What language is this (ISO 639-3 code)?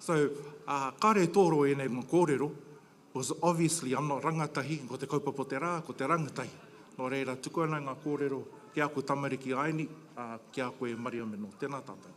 mri